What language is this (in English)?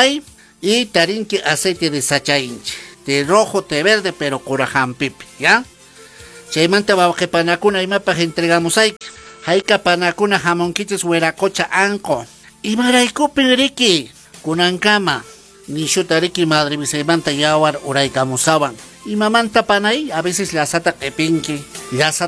Quechua